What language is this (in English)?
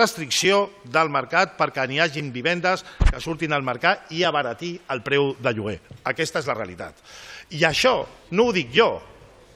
Catalan